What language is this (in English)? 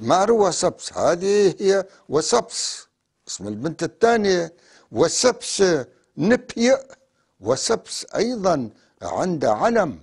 North Levantine Arabic